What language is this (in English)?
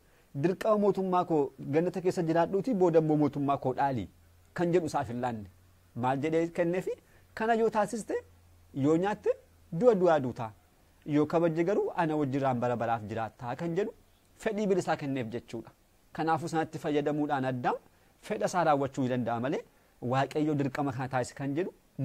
Oromo